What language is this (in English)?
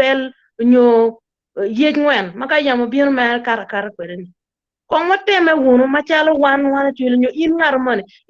Acoli